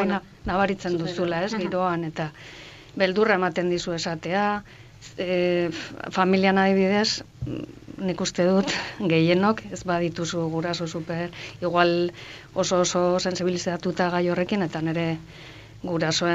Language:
Basque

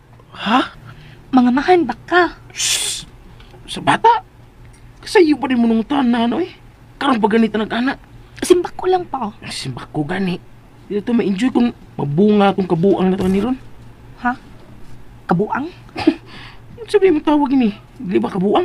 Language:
Cebuano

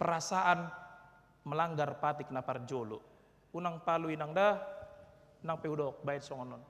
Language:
Batak Toba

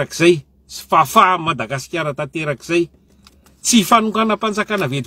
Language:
Malagasy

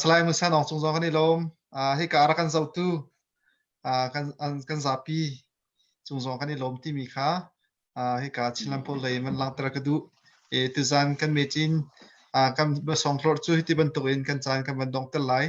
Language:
Hakha Chin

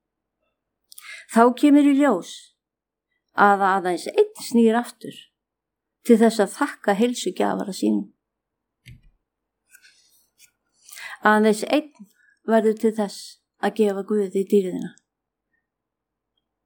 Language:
Icelandic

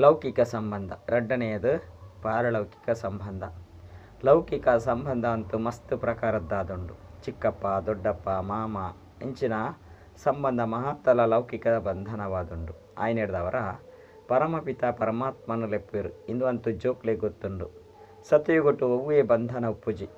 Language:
Tulu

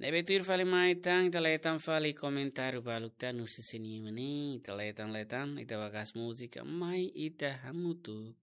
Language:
Tetum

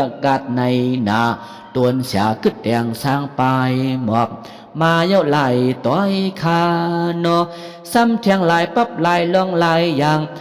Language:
Shan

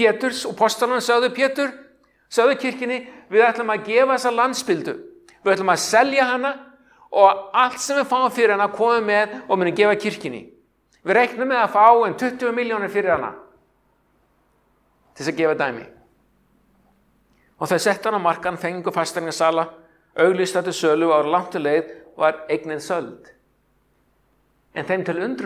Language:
Icelandic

